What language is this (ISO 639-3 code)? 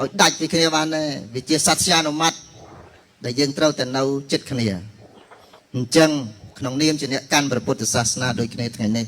khm